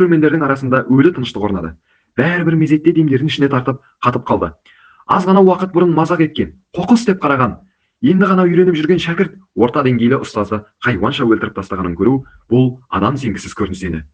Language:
Kazakh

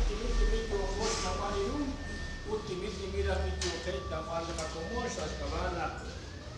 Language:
Kekchí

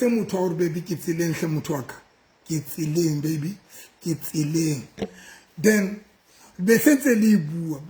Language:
Southern Sotho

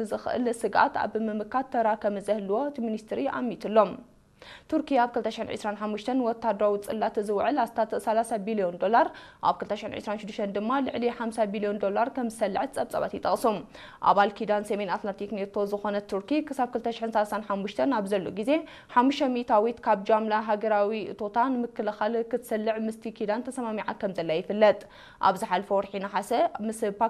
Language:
Tigrinya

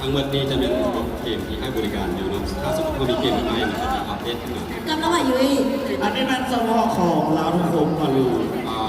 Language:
Lao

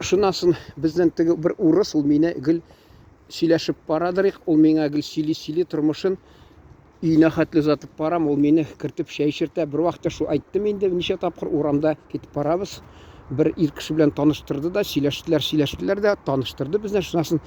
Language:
Tatar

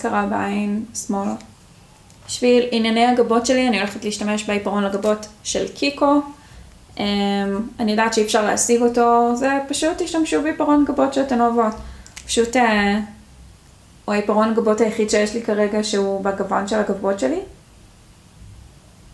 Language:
Hebrew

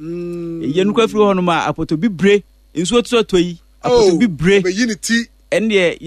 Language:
Akan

